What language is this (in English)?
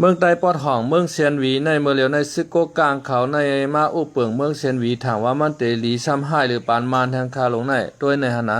Shan